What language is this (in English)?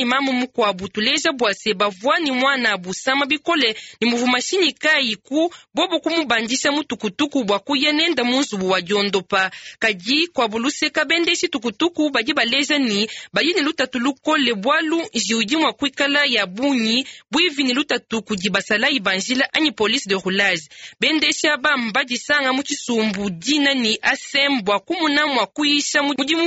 Luba-Lulua